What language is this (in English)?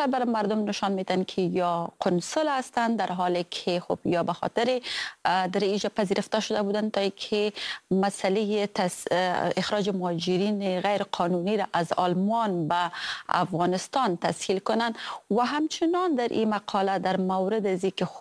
Persian